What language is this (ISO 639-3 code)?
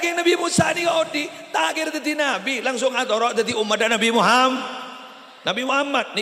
mad